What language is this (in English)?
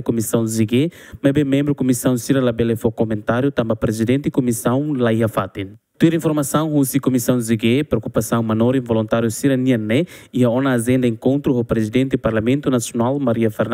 Tetum